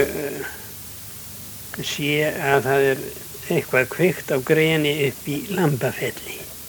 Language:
Icelandic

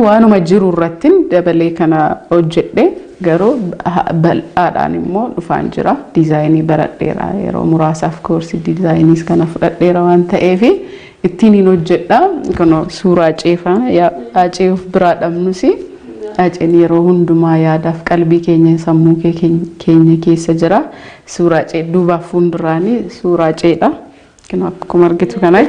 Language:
Oromo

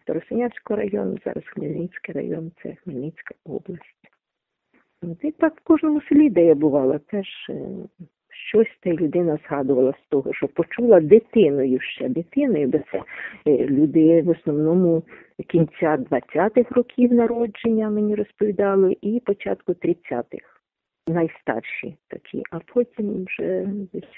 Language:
Ukrainian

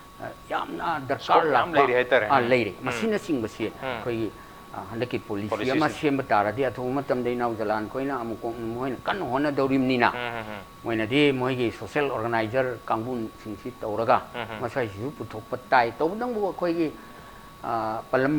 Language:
Manipuri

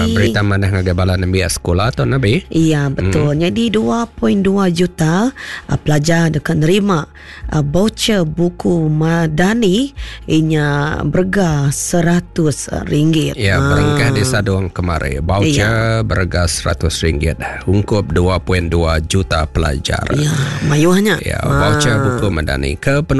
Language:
Iban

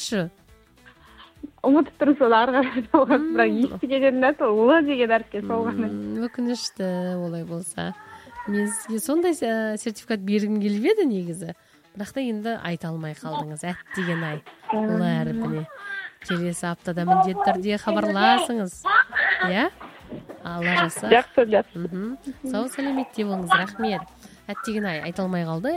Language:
Kazakh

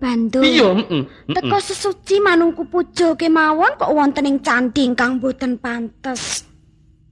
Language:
Javanese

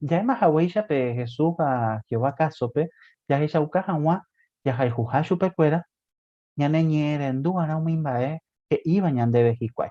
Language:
Guarani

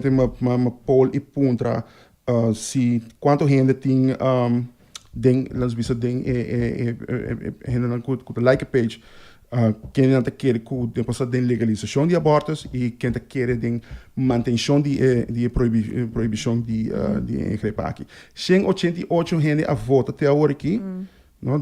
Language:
Papiamento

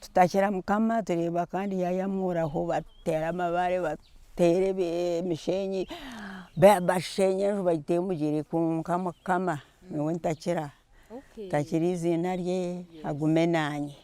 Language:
Nyankole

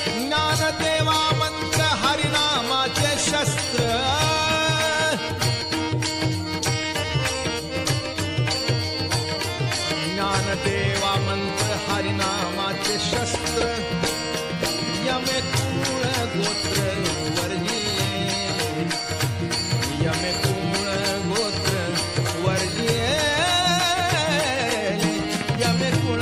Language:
Marathi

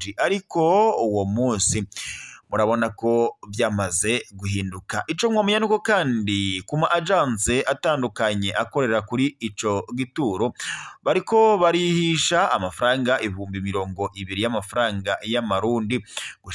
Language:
Rundi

